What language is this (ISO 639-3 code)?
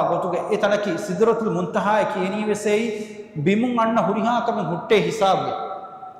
div